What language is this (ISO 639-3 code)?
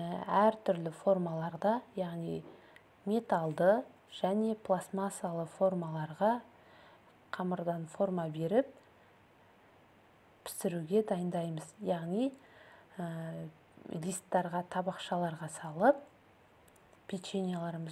kaz